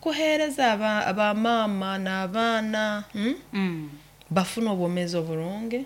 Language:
Nyoro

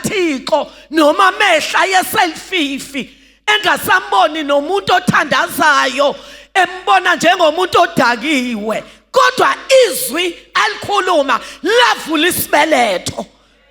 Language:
Zulu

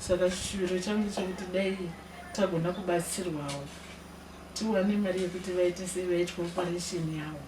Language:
Shona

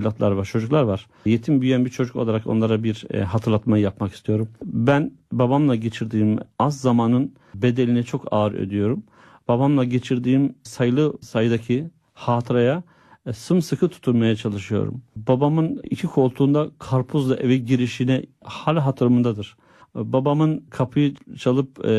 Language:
Turkish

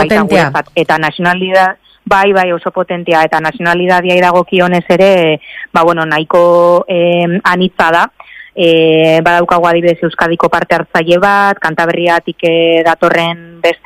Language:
Basque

